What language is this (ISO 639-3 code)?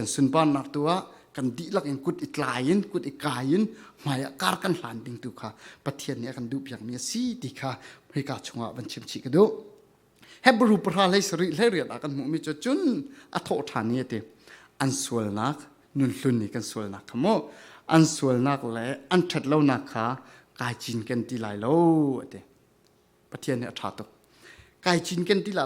cfm